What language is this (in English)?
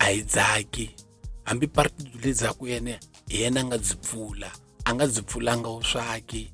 Tsonga